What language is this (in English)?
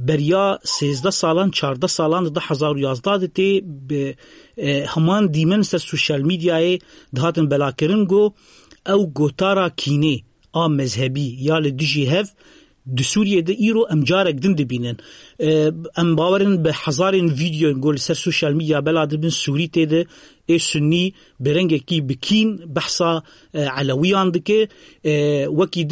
Kurdish